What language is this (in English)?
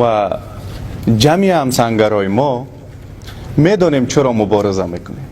Persian